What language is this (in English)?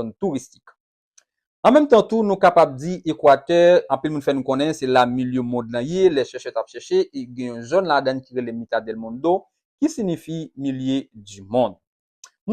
Haitian Creole